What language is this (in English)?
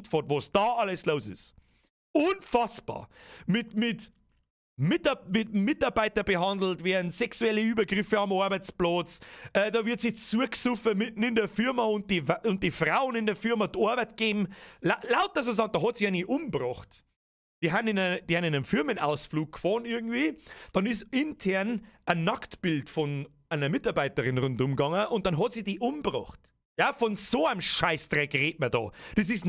Bavarian